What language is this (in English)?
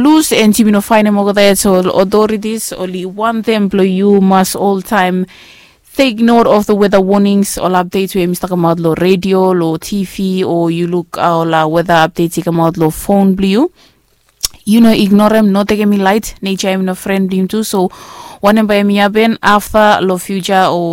Bislama